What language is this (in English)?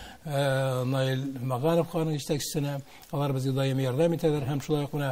Tatar